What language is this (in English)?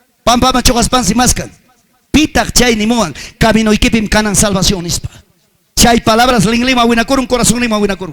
Ayacucho Quechua